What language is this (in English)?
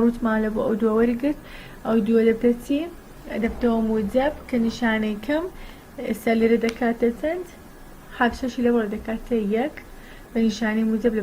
Central Kurdish